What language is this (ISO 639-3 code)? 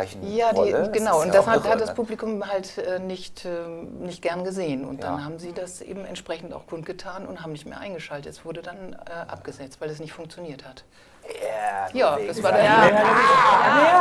deu